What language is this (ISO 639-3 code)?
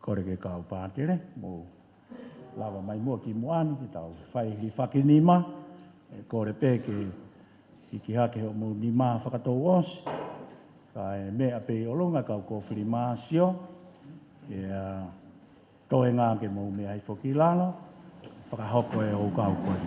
ton